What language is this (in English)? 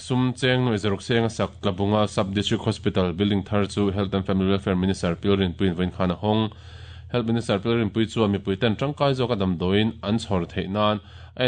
Mizo